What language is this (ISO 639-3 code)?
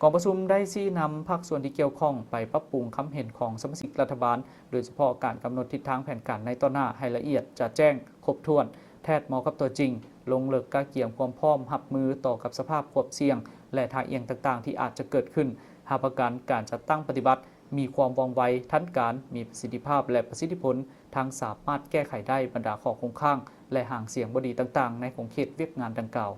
lao